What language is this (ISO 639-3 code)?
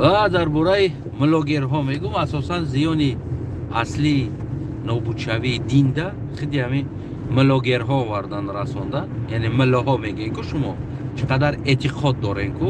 tgk